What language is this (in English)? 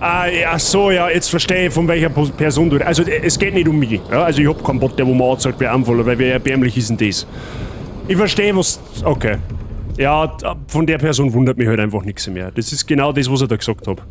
Bavarian